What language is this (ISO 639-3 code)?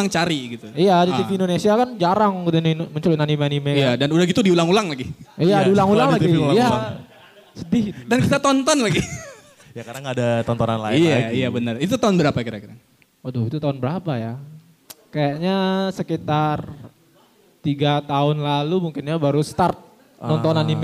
ind